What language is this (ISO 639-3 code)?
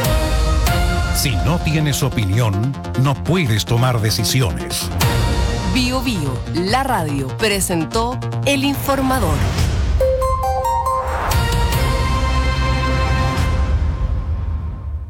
spa